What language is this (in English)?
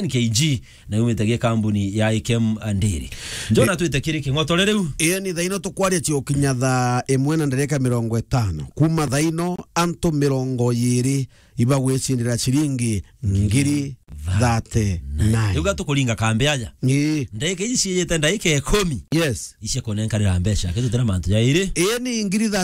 Meru